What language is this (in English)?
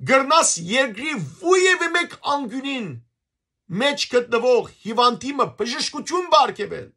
Western Armenian